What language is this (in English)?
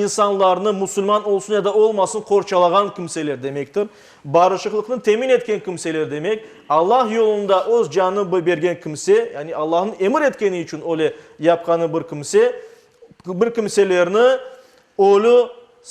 Crimean Tatar